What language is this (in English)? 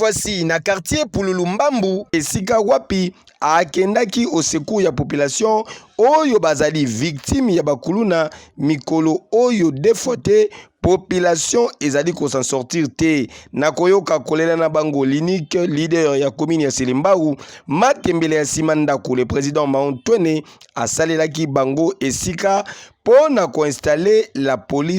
Lingala